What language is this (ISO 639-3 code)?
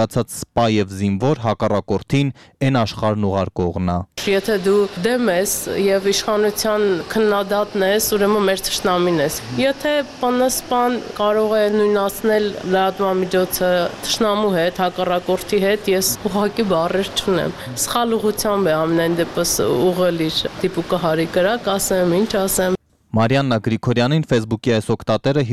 hye